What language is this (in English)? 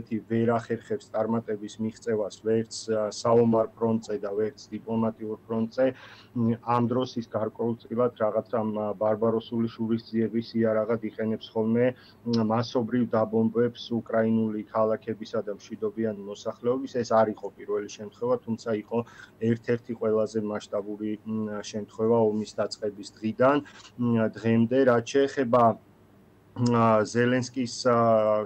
Georgian